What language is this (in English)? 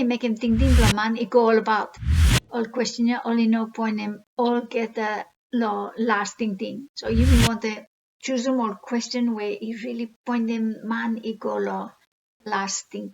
Bislama